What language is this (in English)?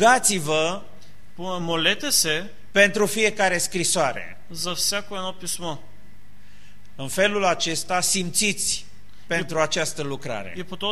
Bulgarian